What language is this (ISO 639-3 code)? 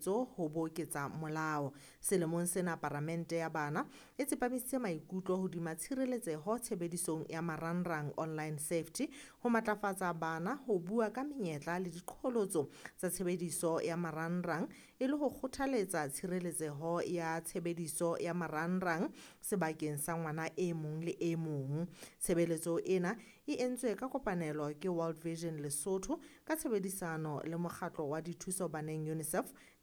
sot